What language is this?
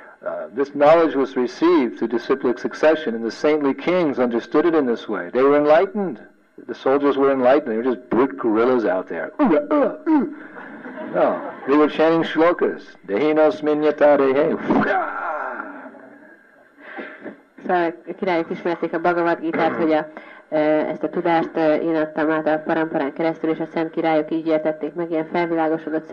Hungarian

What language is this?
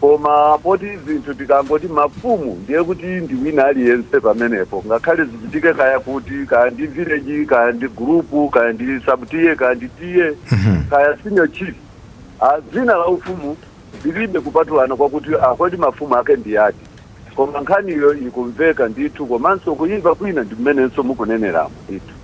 Nyanja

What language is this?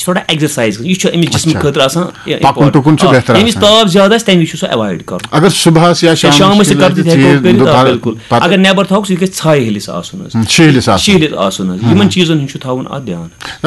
Kashmiri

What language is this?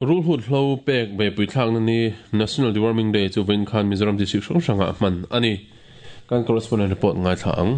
Mizo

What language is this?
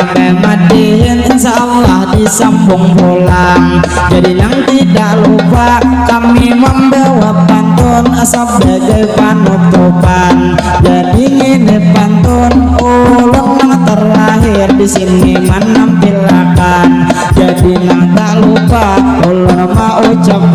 Banjar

